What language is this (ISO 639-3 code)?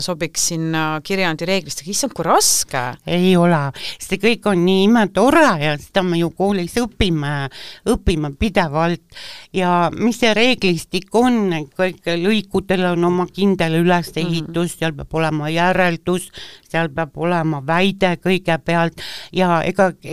est